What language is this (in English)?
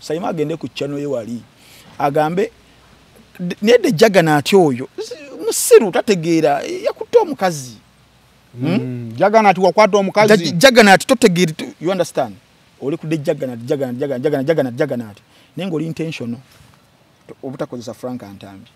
Ganda